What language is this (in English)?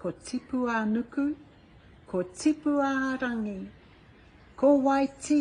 Māori